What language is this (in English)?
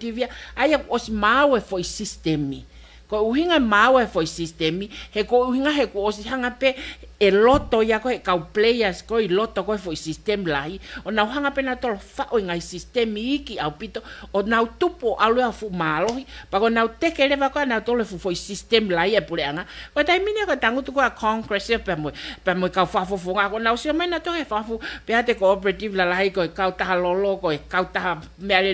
Tongan